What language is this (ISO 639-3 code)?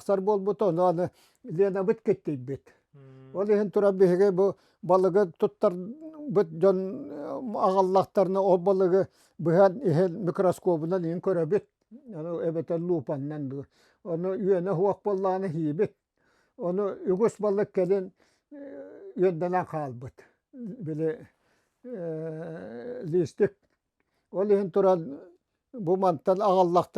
sah